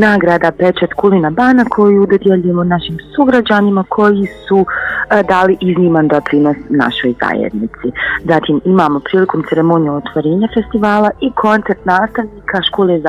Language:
Bosnian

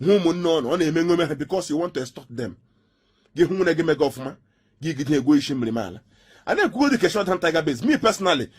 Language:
Igbo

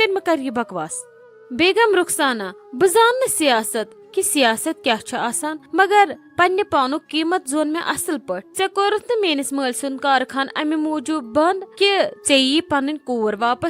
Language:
Kashmiri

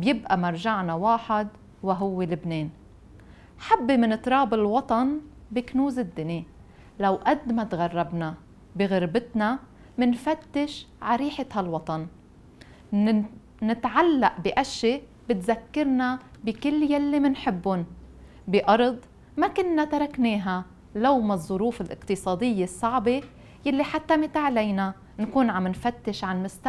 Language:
North Levantine Arabic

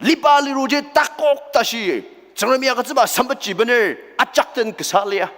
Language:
Ao Naga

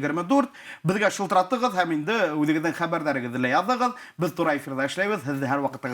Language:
Bashkir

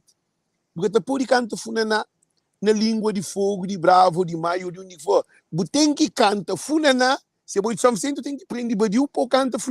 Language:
Kabuverdianu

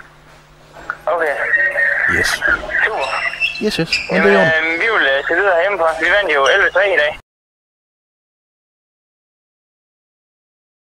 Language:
Danish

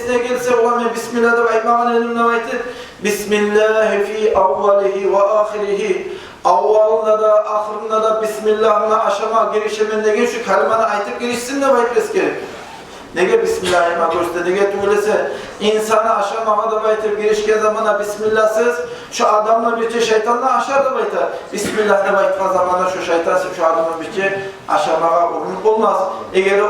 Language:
Kumyk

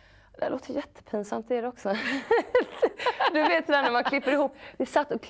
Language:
Swedish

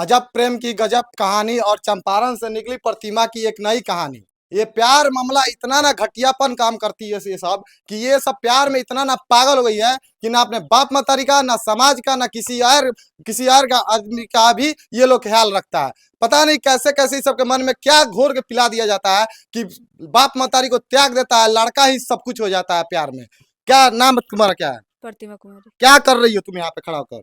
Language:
Bhojpuri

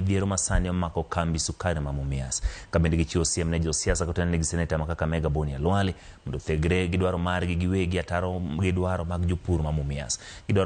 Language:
Luo (Kenya and Tanzania)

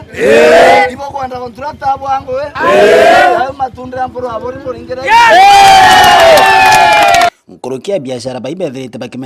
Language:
Meru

